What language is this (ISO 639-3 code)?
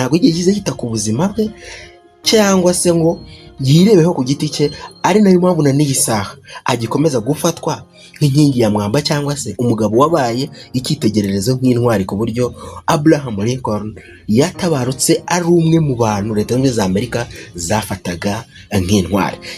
kin